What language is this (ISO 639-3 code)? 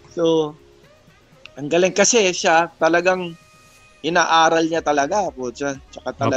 fil